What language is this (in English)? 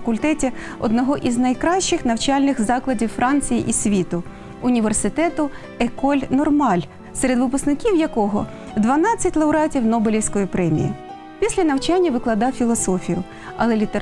Ukrainian